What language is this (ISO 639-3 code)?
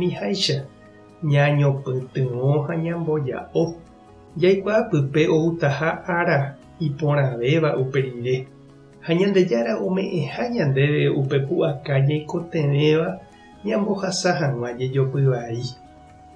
grn